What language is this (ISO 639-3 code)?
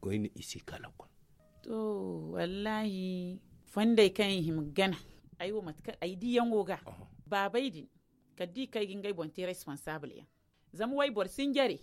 dje